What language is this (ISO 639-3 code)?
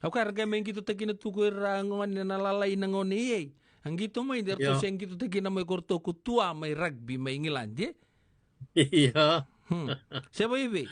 fij